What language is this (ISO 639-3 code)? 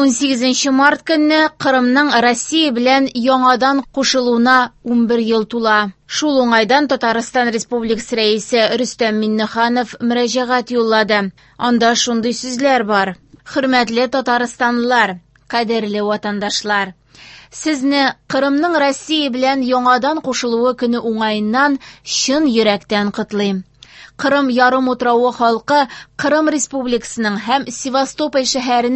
tat